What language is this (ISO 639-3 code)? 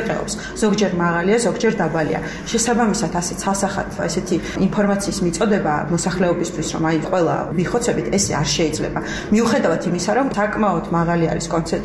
kat